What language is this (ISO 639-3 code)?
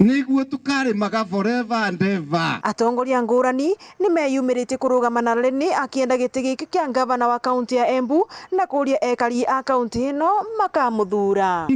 mer